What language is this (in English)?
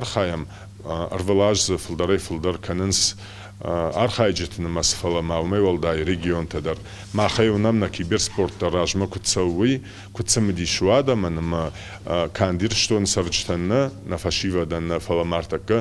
Ossetic